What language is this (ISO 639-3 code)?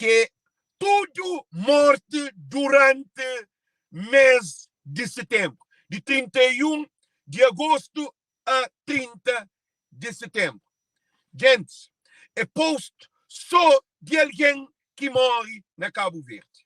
kea